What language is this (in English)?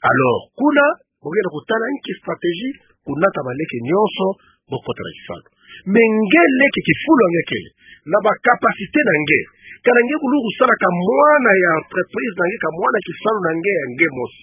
Kituba (Democratic Republic of Congo)